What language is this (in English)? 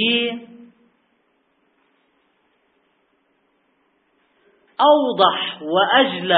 Arabic